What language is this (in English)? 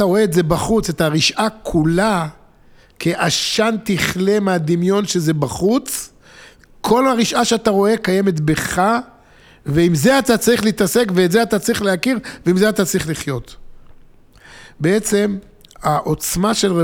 Hebrew